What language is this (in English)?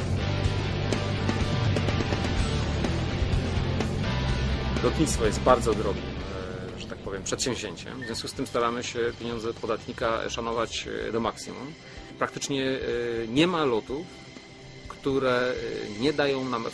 Polish